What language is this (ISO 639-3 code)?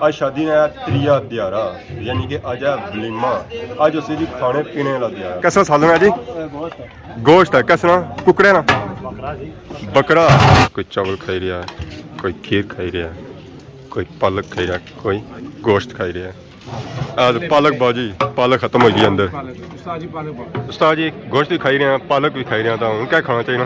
phr